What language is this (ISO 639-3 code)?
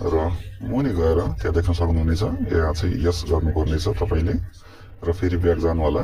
nep